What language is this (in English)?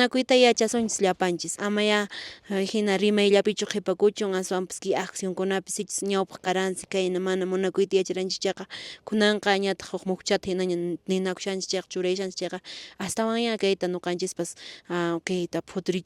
Quechua